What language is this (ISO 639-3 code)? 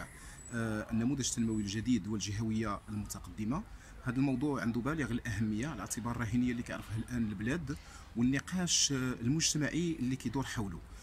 ary